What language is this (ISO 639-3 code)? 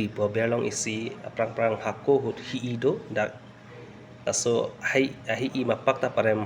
mjw